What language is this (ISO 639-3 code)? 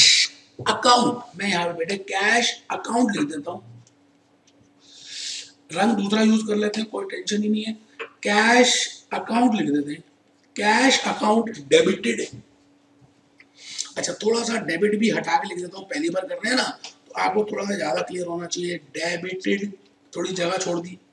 hin